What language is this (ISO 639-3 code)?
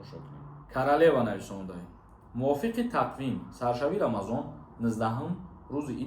tgk